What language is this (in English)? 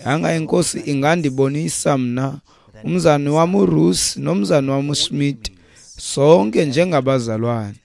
Xhosa